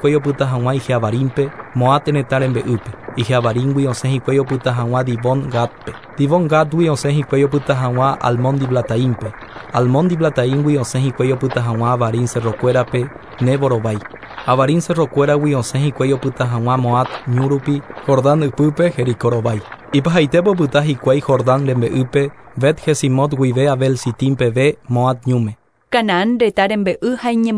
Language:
Guarani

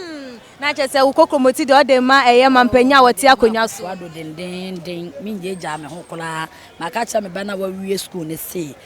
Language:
Akan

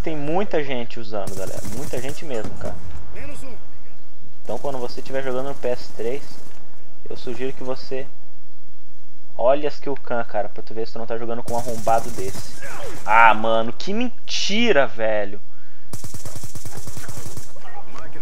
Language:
Portuguese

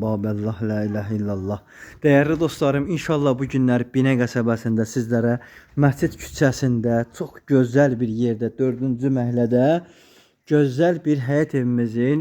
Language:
Azerbaijani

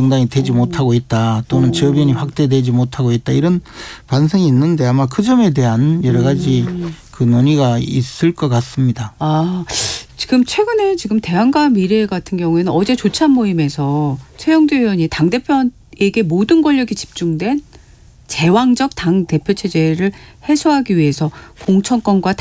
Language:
Korean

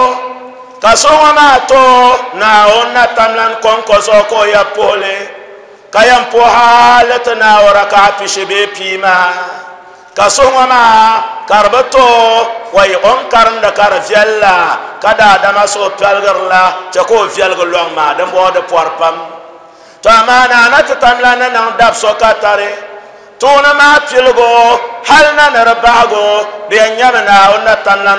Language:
Dagbani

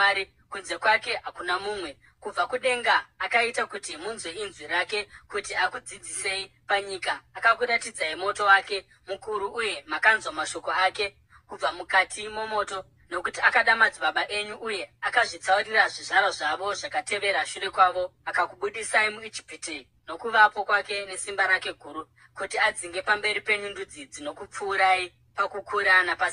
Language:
Shona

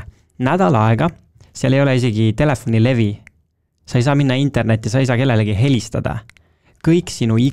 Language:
Estonian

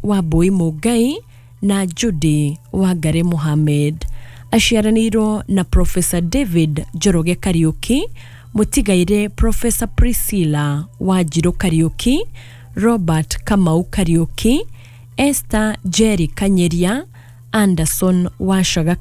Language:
Kikuyu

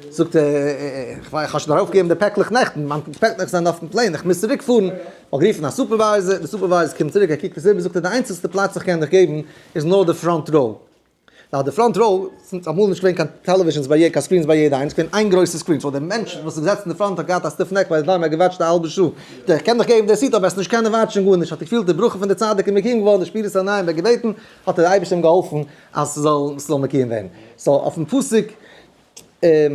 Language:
Yiddish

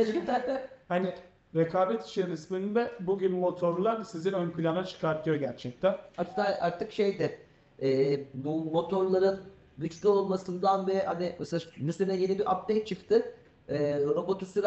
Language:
Turkish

